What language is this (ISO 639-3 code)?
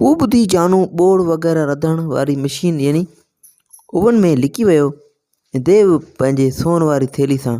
snd